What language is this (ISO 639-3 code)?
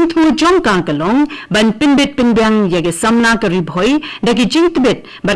kha